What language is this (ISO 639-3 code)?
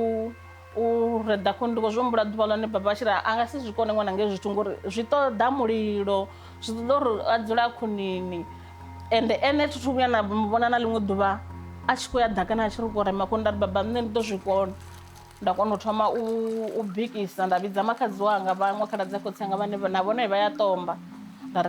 ven